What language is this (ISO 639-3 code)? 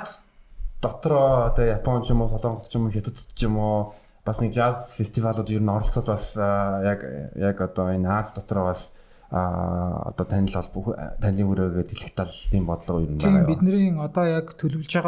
mon